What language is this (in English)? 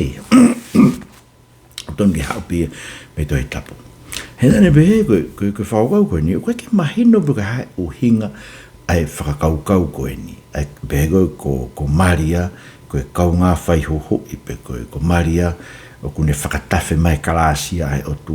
Tongan